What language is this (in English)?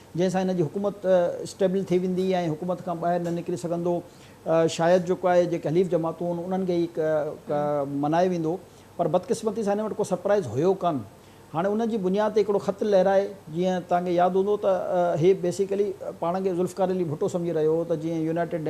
Sindhi